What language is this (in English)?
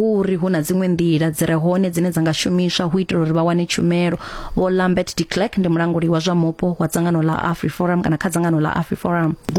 Venda